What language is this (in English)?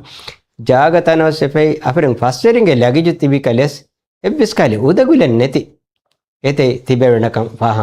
Divehi